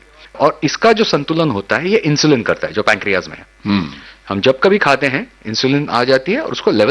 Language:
Hindi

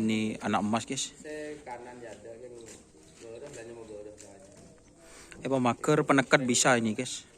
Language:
Madurese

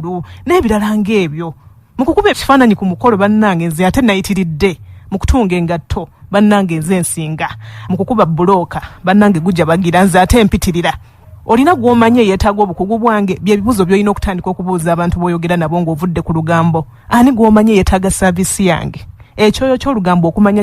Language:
Ganda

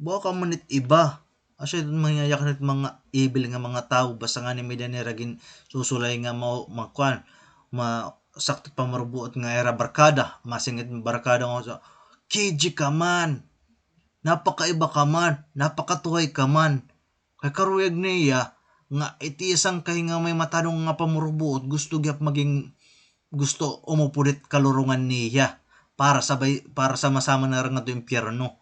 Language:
Waray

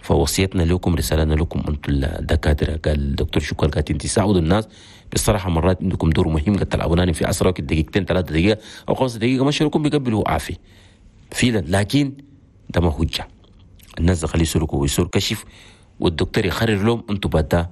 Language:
Chadian Arabic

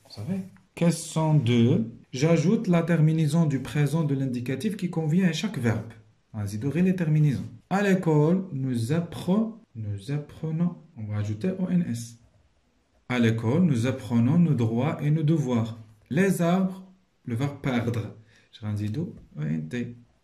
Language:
French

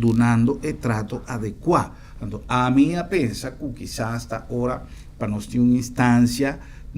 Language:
Papiamento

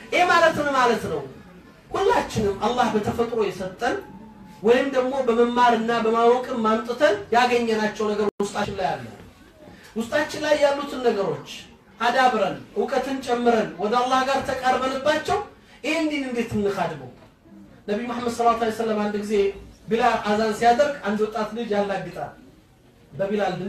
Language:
Amharic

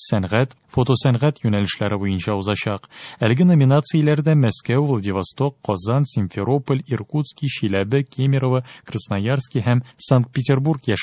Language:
Tatar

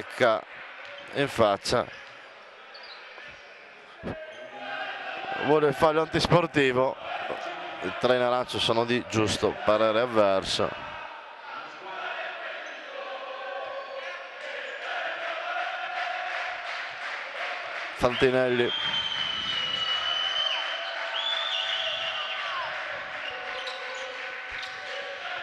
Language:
Italian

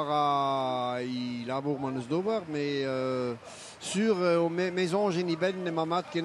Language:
Breton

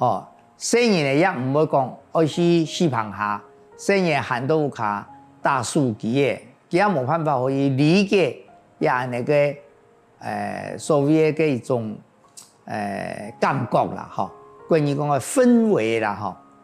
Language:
Hakka Chinese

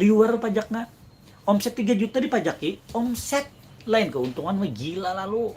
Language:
Banjar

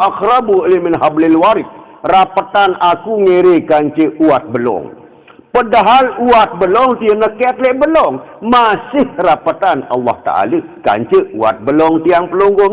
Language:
Sasak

